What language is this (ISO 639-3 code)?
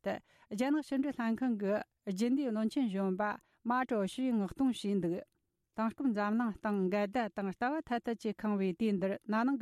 bod